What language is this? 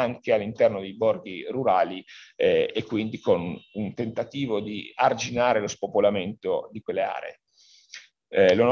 Italian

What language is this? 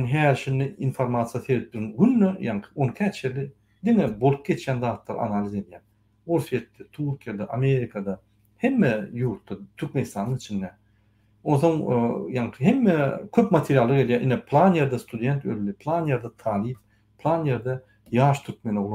Turkmen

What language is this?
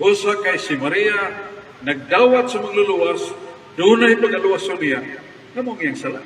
Cebuano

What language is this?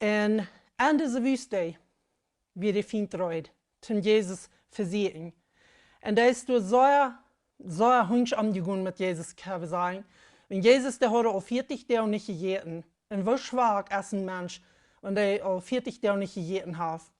Plautdietsch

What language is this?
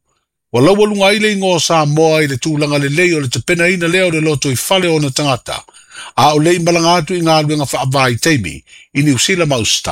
Samoan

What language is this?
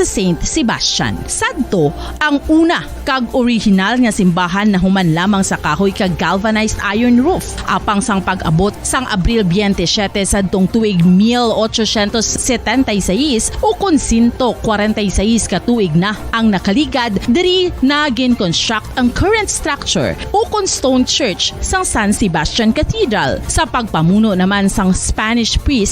Hiligaynon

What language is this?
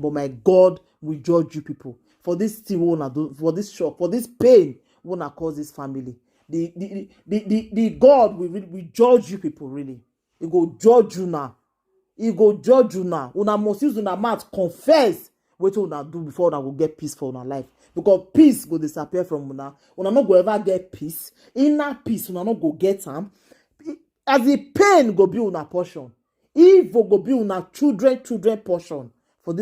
Nigerian Pidgin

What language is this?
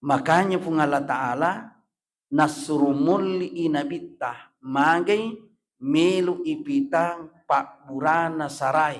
Buginese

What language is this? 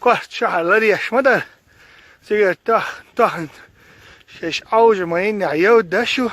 Chechen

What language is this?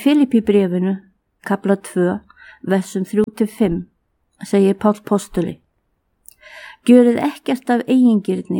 Icelandic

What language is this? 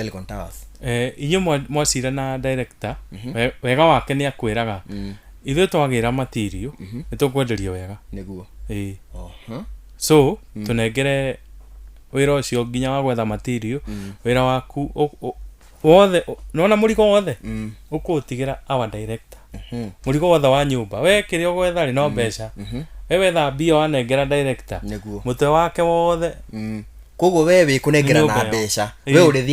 Kikuyu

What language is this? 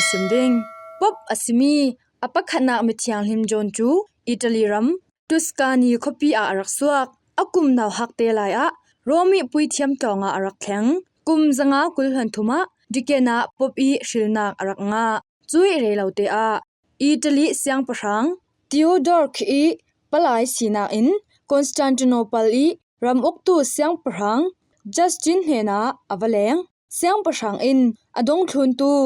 Falam Chin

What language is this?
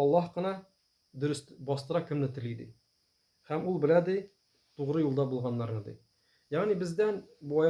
Tatar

